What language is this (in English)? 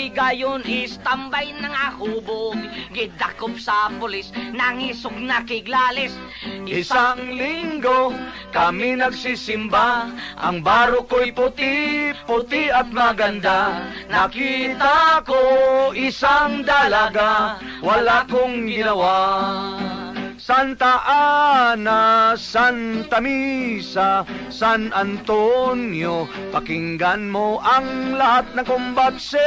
Filipino